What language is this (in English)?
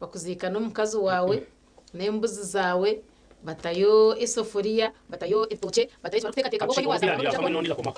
Nyankole